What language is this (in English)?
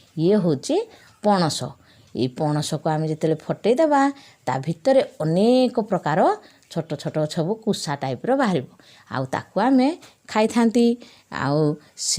Odia